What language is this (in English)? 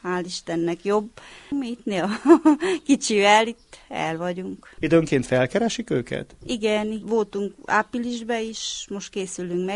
Hungarian